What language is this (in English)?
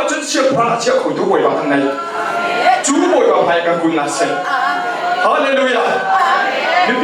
Hakha Chin